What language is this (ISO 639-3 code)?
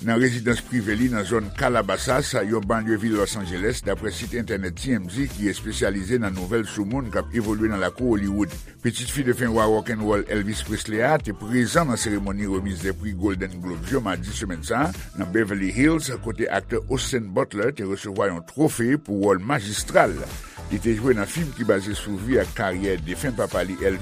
hat